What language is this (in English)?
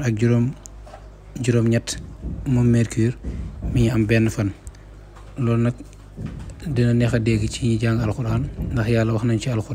Wolof